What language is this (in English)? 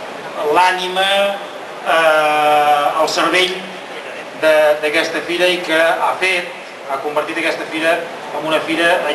Catalan